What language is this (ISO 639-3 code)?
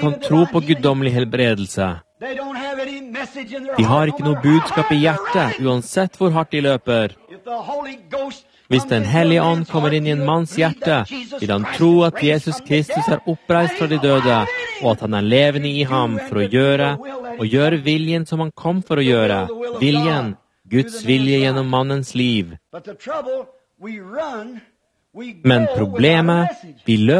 nor